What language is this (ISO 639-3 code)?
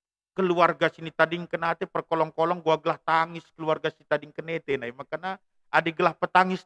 btx